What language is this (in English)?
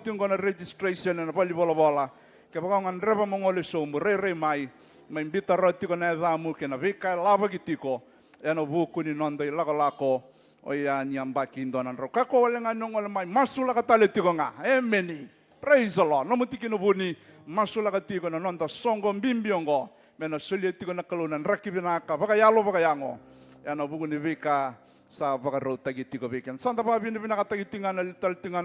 Fijian